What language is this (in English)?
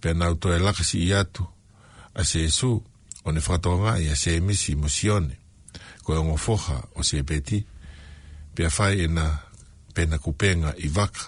Tongan